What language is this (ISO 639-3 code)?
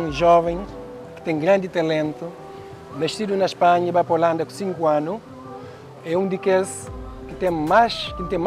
kea